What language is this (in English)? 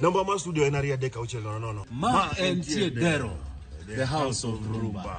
Luo (Kenya and Tanzania)